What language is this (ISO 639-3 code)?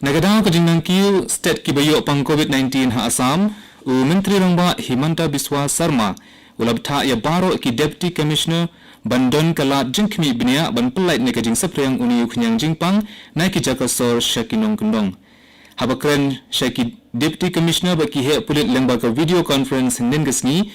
kha